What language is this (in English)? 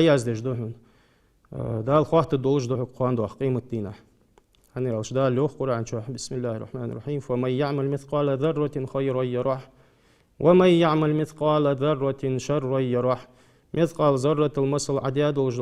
Ingush